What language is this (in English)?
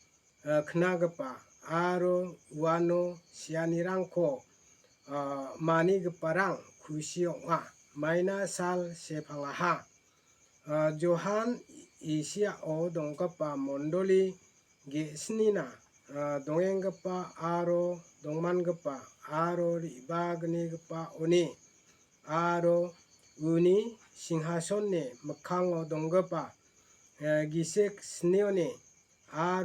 Garo